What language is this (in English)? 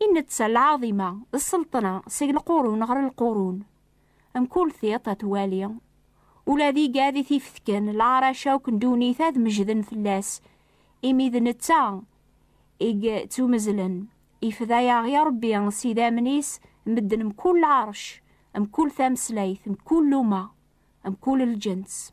Kabyle